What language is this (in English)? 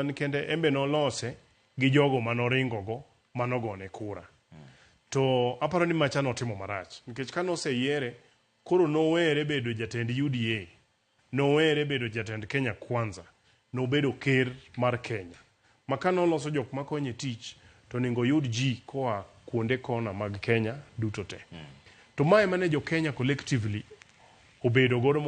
Luo (Kenya and Tanzania)